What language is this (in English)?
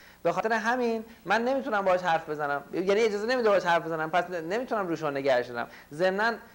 Persian